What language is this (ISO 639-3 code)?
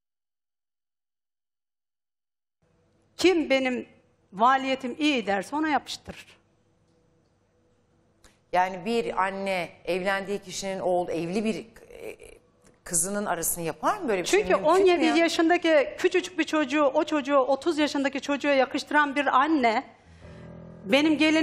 tur